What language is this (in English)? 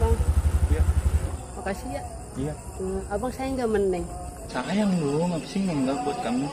Betawi